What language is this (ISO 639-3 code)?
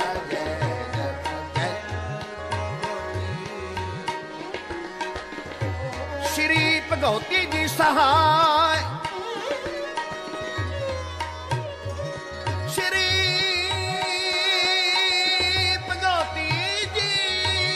hin